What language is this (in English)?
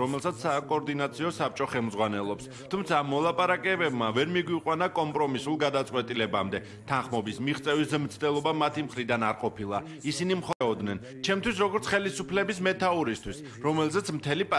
Georgian